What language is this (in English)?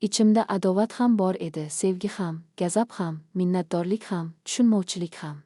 Uzbek